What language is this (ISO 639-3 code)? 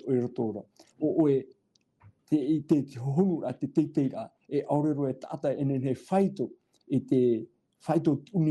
tah